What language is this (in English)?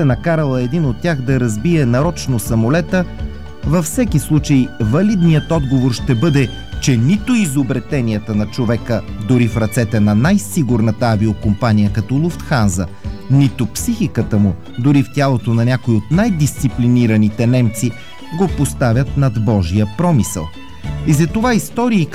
Bulgarian